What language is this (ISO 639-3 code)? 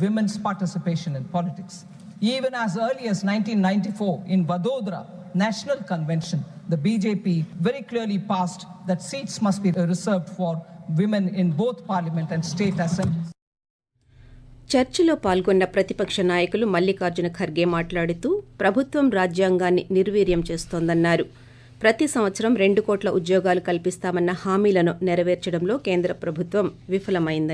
tel